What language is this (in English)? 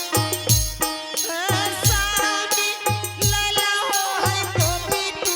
Angika